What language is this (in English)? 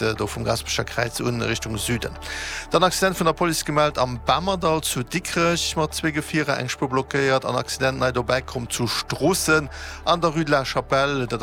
Luxembourgish